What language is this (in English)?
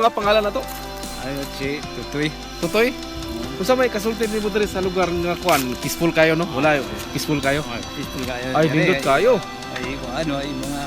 Cebuano